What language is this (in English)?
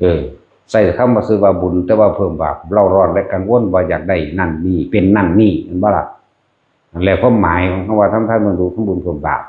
Northeastern Thai